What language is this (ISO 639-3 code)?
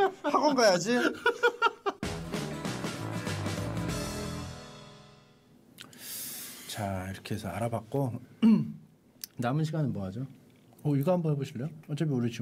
kor